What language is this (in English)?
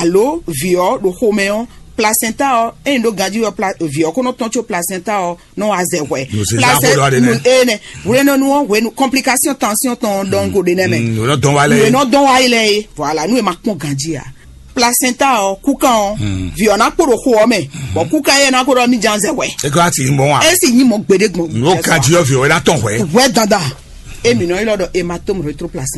Fon